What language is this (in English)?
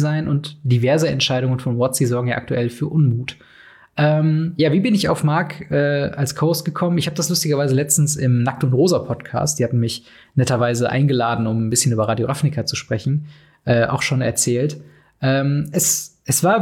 German